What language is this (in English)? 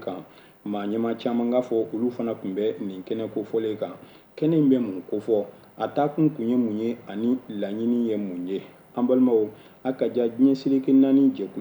Bambara